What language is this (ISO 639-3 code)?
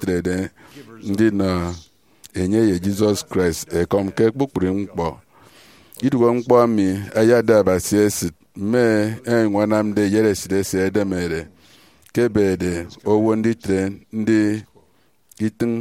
efi